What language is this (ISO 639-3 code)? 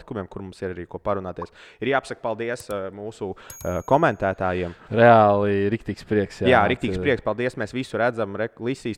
lav